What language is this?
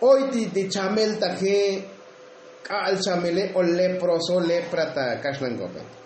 Tzotzil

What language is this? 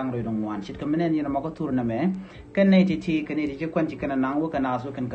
Nuer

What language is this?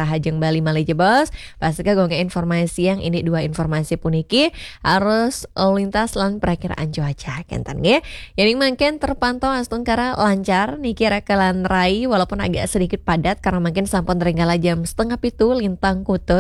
Balinese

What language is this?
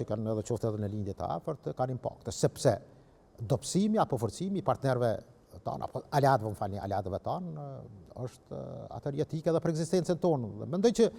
Albanian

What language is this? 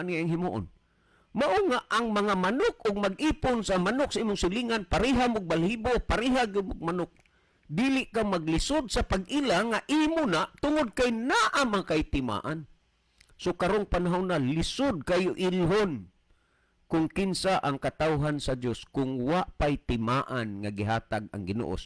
Cebuano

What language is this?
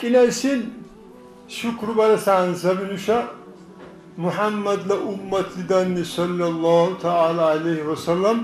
Dargwa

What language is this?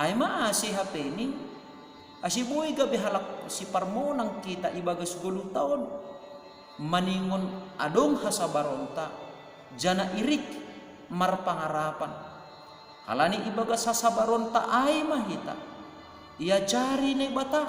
Batak Simalungun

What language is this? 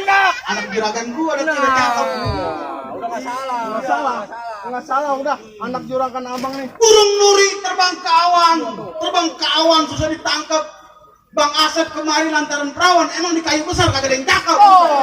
Betawi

